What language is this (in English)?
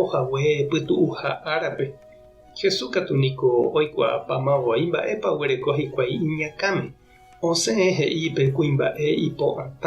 Guarani